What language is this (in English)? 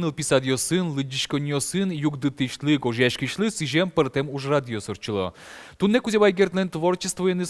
Udmurt